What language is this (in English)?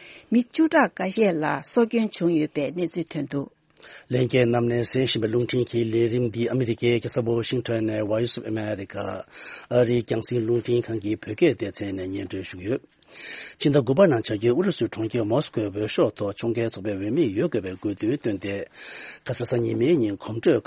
Tibetan